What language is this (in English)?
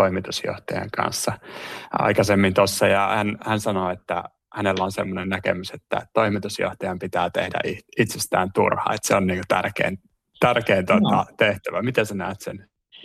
Finnish